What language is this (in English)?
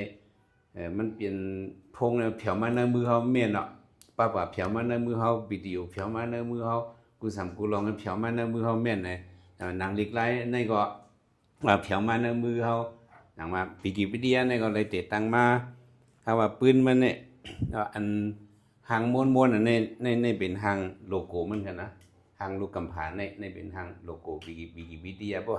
Shan